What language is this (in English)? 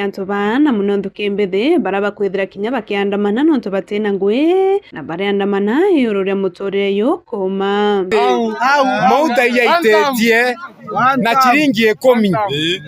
Meru